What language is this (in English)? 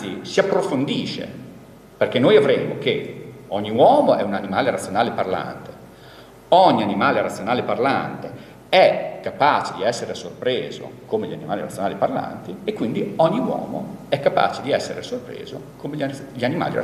Italian